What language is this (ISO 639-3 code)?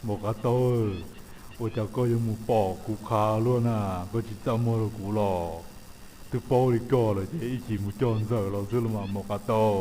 hmn